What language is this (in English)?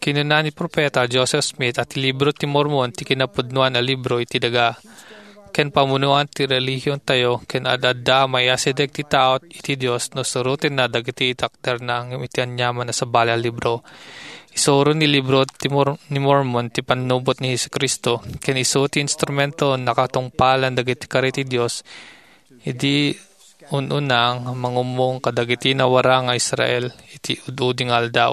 Iloko